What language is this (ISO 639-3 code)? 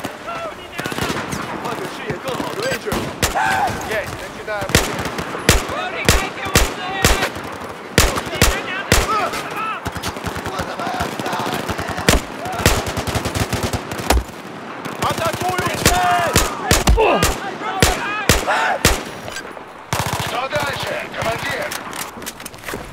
rus